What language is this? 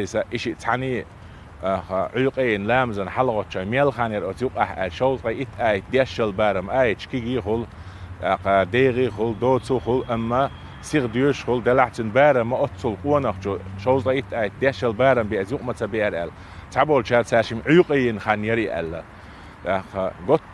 Chechen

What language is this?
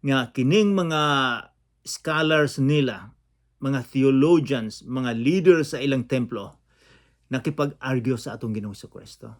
Cebuano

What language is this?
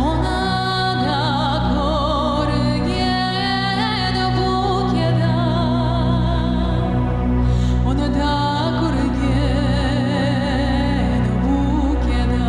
Crimean Tatar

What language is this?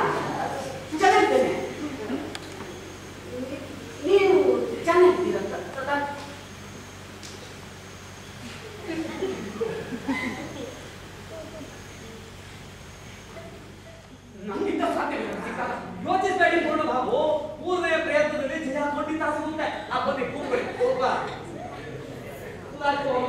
Kannada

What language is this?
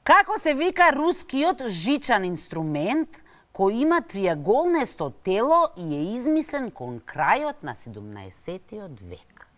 Macedonian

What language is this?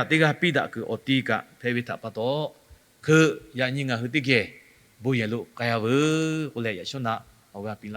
Lahu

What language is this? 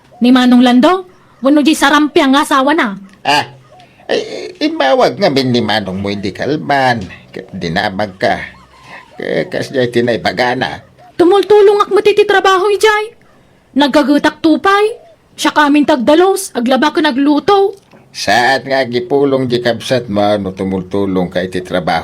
Iloko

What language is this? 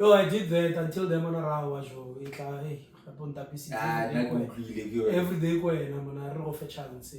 Tswana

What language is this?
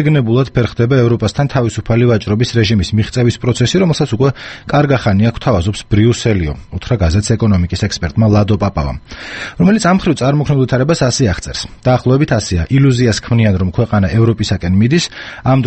Georgian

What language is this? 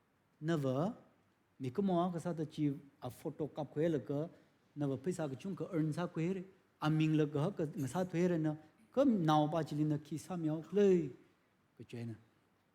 Tangkhul Naga (India)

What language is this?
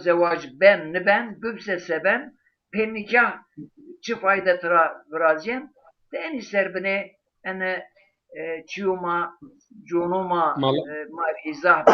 Zaza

